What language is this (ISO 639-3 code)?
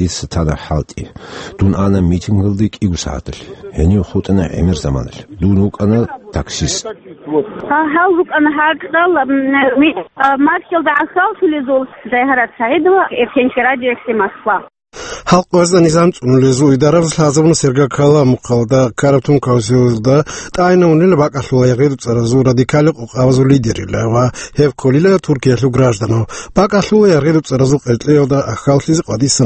ava